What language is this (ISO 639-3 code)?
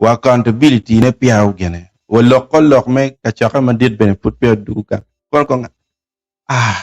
ach